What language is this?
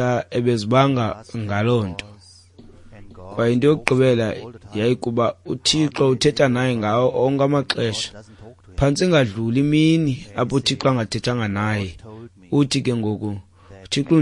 Xhosa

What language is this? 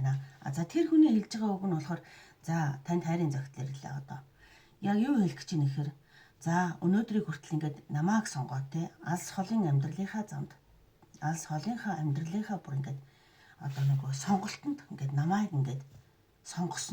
Mongolian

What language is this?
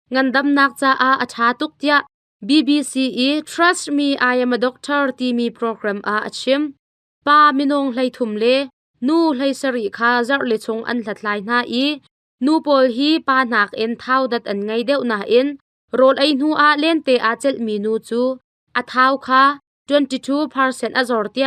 Hakha Chin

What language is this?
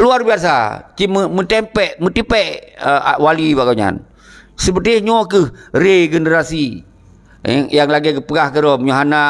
Achinese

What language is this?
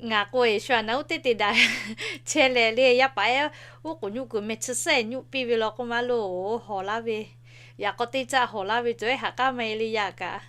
Lahu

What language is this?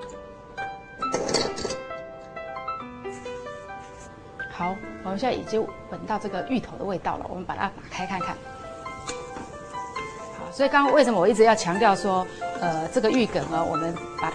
Chinese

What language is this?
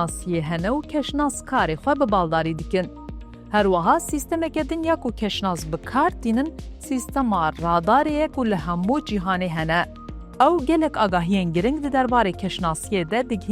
Kurdish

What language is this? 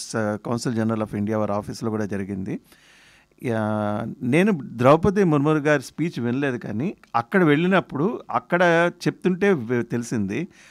Telugu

